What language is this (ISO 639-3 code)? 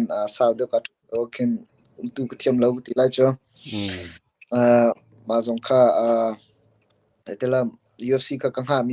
cnh